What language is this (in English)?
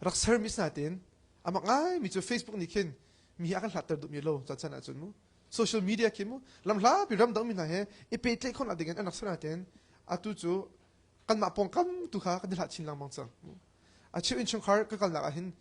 Hakha Chin